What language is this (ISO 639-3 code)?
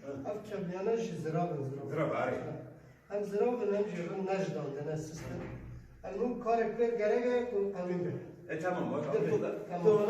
kur